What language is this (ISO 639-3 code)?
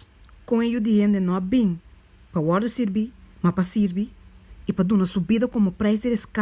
pap